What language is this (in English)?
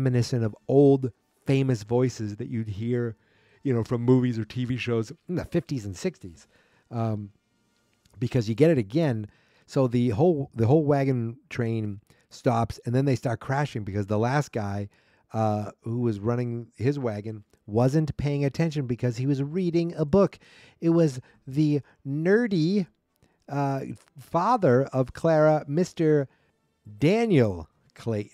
English